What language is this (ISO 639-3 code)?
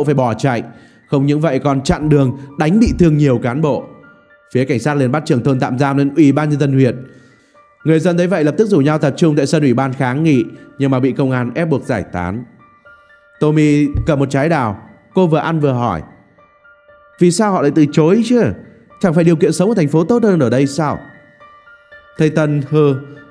vie